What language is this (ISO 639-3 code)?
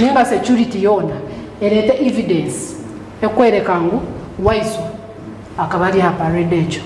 nyn